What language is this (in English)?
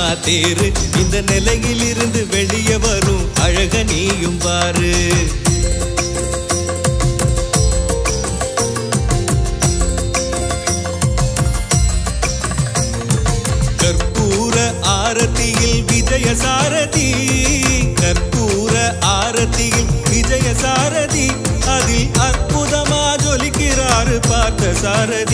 Tamil